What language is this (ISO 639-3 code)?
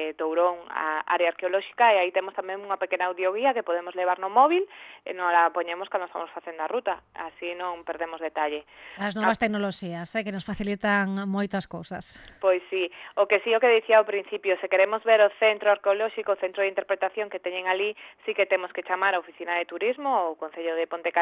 glg